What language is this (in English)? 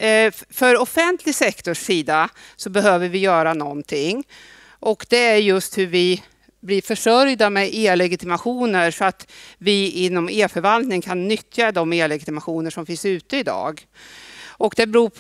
Swedish